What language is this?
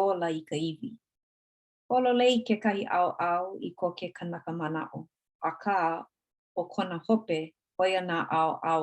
Hawaiian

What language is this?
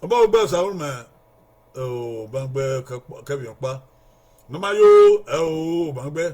Bini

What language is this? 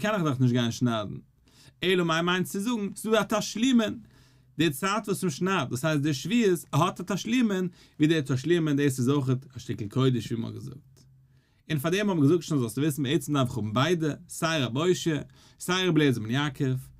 Yiddish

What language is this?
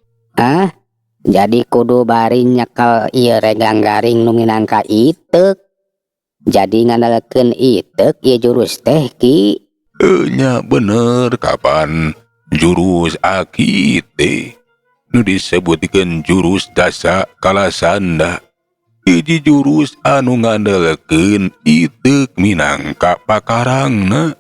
Sundanese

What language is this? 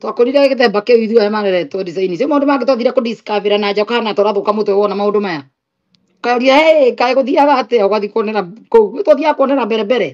Kikuyu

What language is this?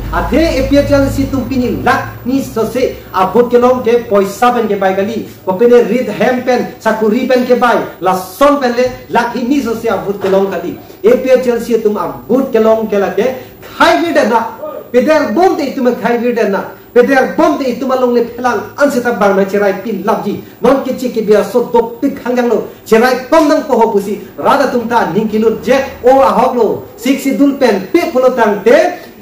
Karbi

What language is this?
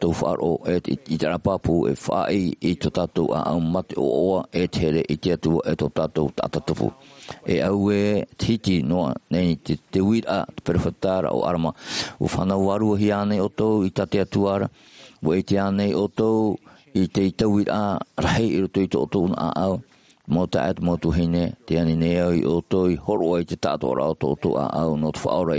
Tahitian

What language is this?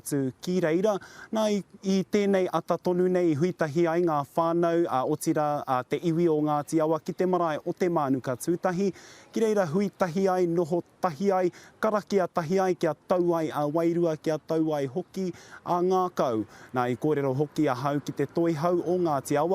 Māori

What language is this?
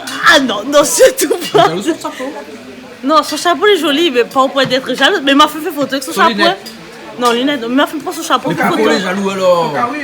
Réunion Creole French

